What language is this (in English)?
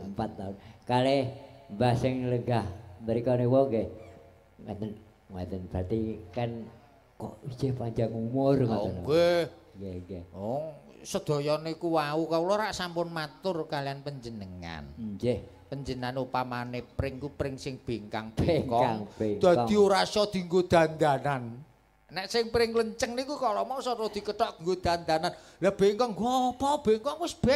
Javanese